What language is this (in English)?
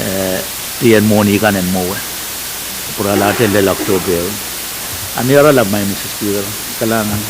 Pohnpeian